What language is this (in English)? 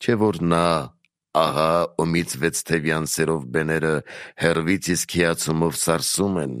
Armenian